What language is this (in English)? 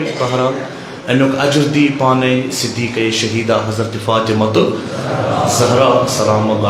Kashmiri